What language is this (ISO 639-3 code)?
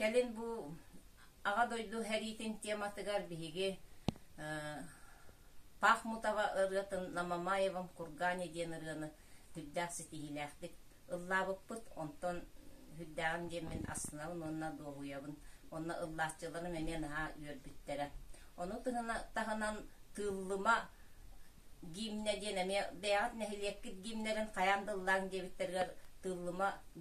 sah